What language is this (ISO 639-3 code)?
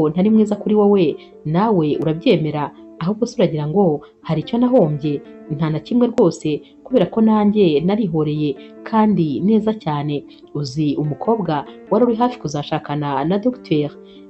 kin